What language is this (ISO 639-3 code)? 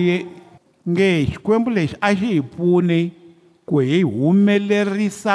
tso